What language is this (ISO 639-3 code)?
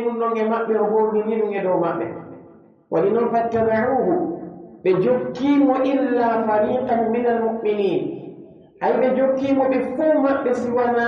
fuf